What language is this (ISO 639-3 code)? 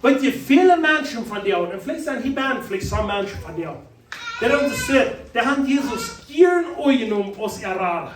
pdt